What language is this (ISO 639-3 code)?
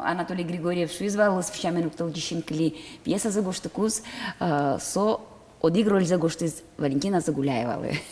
udm